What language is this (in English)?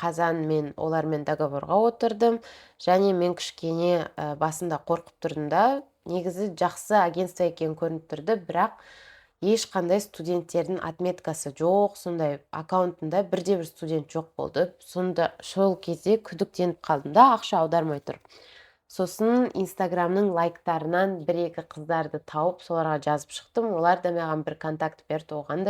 Kazakh